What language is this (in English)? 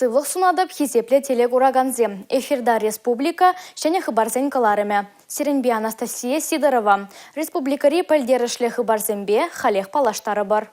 Chuvash